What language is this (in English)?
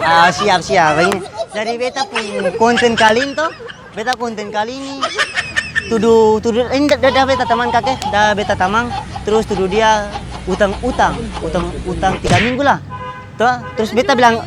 Ambonese Malay